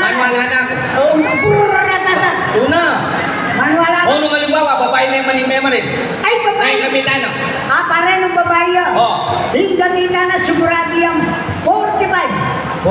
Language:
Pampanga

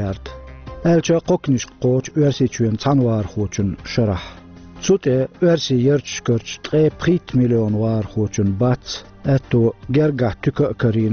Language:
Chechen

